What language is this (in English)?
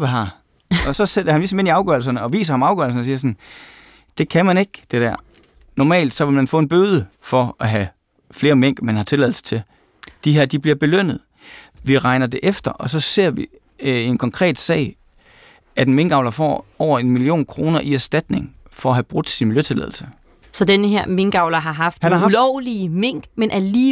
Danish